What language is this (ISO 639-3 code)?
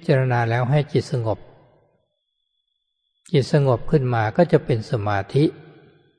tha